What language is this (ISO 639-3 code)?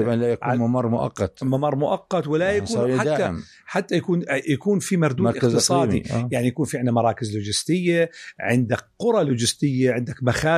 apc